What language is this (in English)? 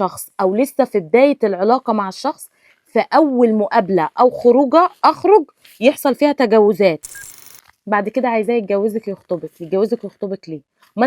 Egyptian Arabic